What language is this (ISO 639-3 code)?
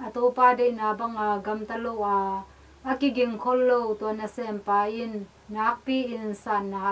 ctd